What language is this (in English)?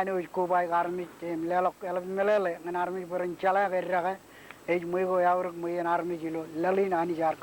Marshallese